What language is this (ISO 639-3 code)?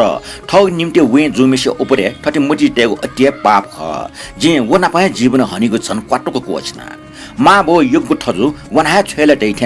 new